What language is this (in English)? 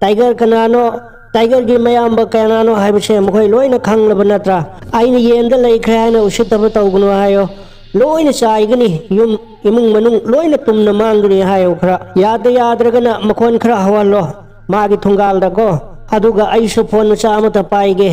Manipuri